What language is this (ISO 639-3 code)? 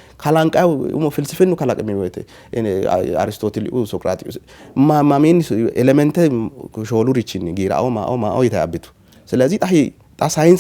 sid